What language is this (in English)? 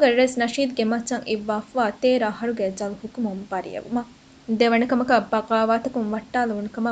Divehi